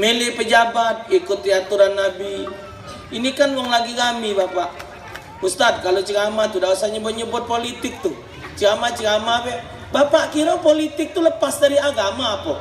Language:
Musi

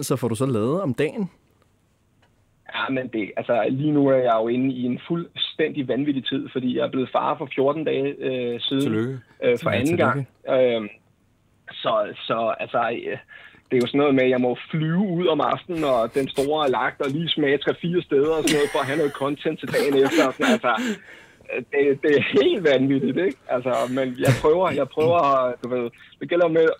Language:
Danish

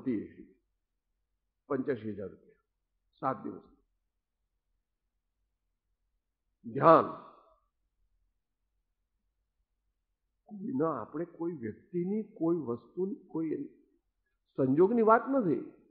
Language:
Gujarati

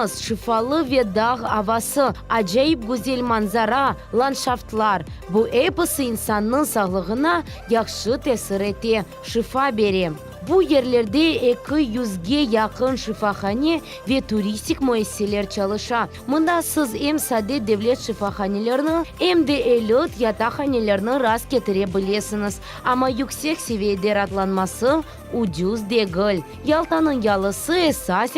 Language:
Crimean Tatar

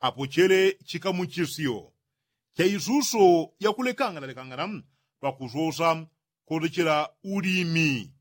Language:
Yao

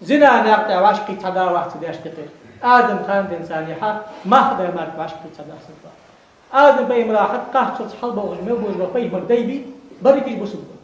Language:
Ingush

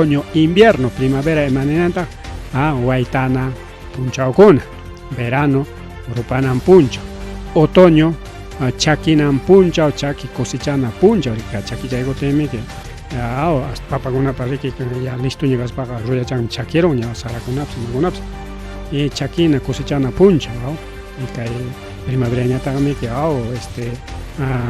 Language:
Ayacucho Quechua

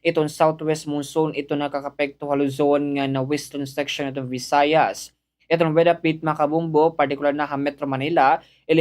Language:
Waray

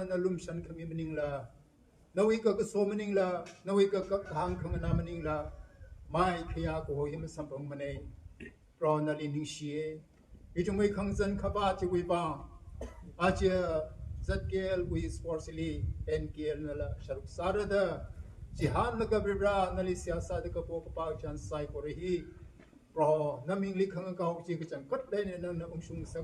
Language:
Tangkhul Naga (India)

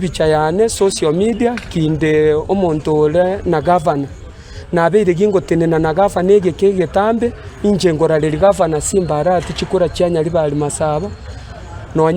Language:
Gusii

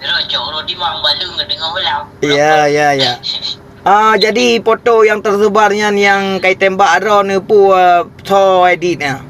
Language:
Achinese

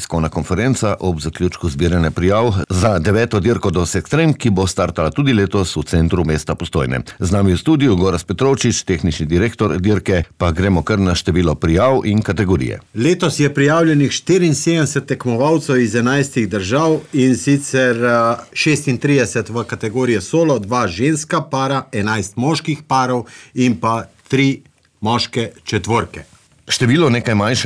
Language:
Slovenian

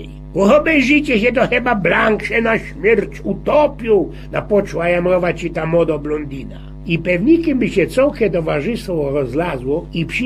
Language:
Silesian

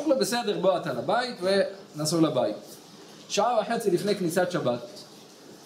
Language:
Hebrew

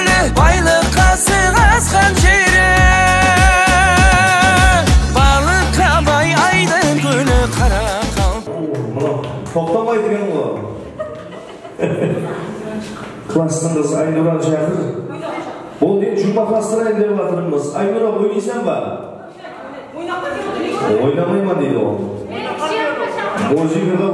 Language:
Kara-Kalpak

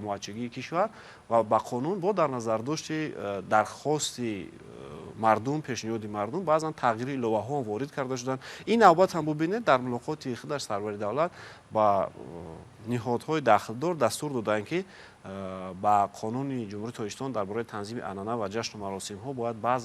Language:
Tajik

